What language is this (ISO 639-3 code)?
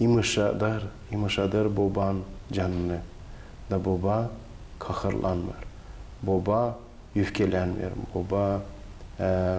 gag